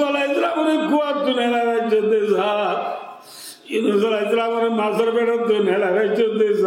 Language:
Rohingya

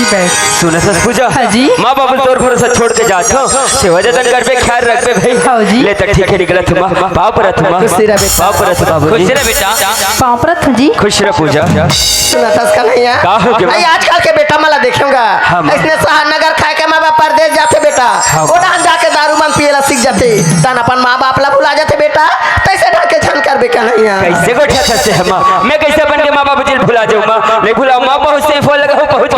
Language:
Chhattisgarhi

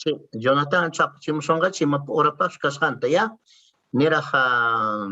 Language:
Quechua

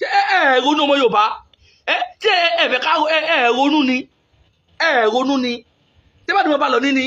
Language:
Yoruba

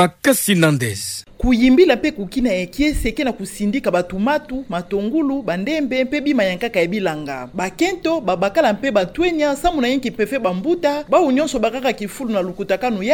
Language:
Kituba (Democratic Republic of Congo)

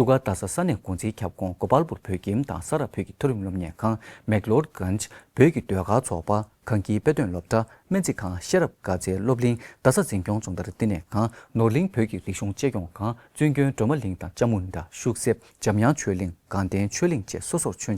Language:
Tibetan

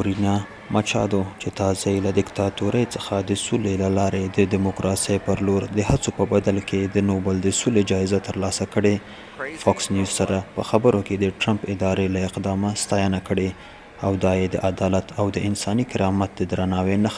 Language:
Pashto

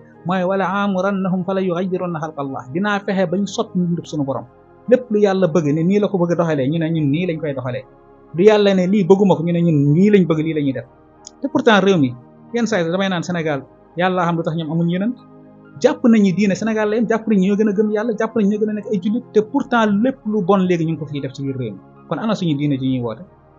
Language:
Wolof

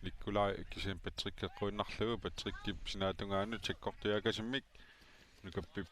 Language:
Kalaallisut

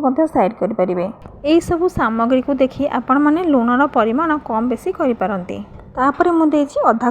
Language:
Odia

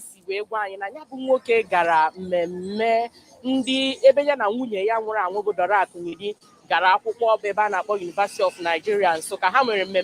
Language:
Igbo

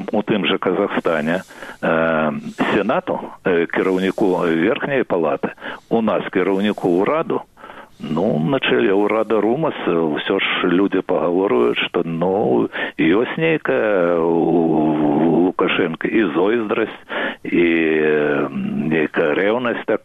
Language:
Belarusian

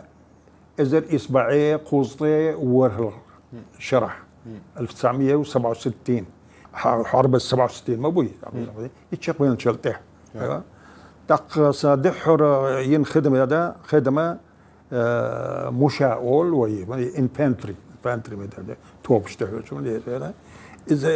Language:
Chechen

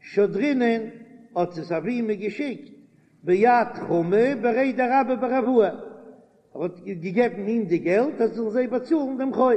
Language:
Yiddish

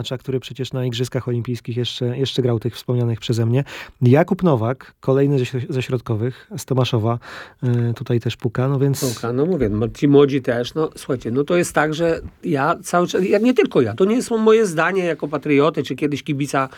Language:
Polish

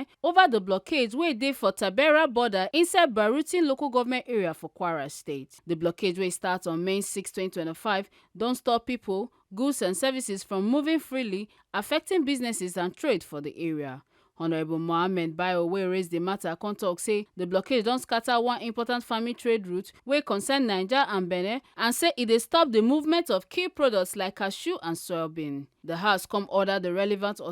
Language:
Nigerian Pidgin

